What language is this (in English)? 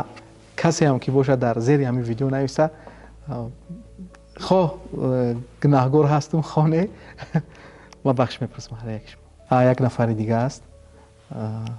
Tajik